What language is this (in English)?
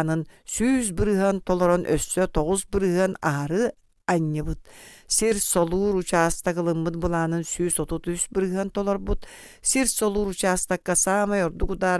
Yakut